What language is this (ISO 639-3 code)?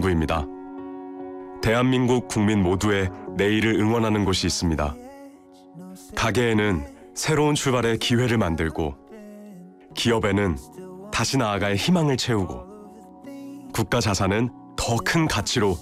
kor